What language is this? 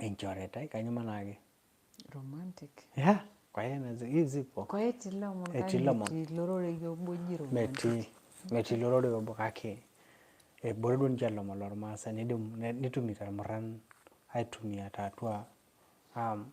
Masai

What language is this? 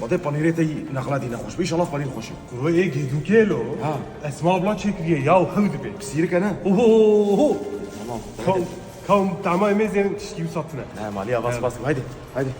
Kurdish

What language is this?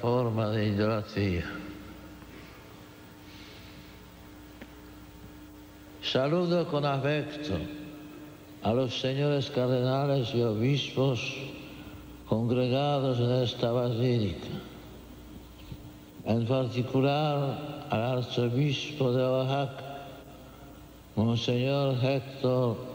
Spanish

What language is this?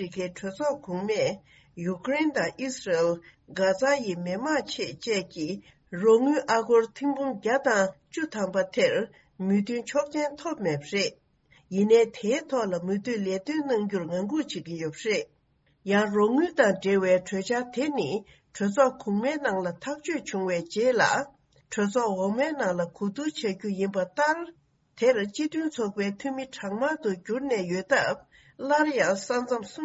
Tibetan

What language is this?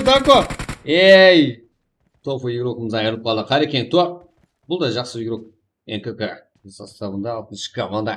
Kara-Kalpak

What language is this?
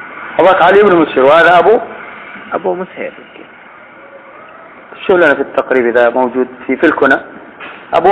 Arabic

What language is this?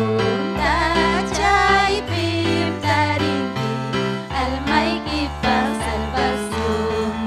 Ayacucho Quechua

